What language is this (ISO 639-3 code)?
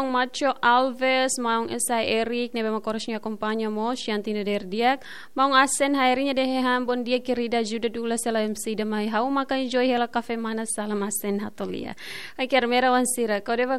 tet